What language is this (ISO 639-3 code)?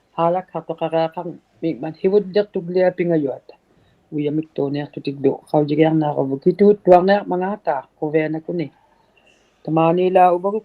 iku